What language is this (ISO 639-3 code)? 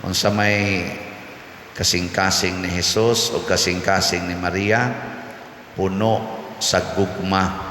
ceb